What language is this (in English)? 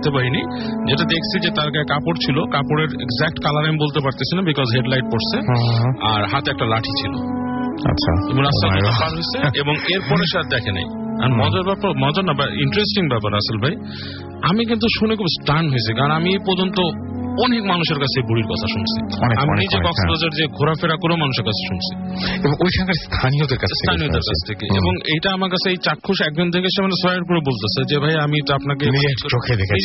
Bangla